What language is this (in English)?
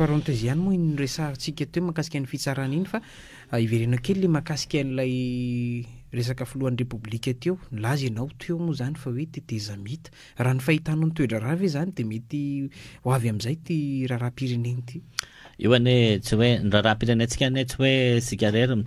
Malagasy